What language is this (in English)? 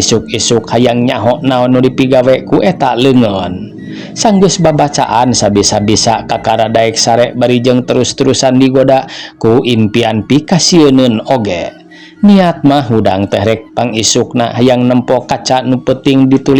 Sundanese